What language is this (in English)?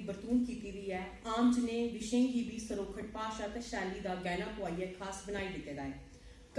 Dogri